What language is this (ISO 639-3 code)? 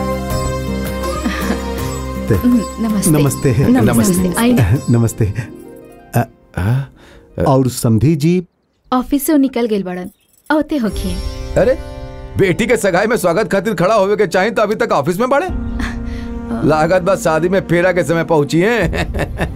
bho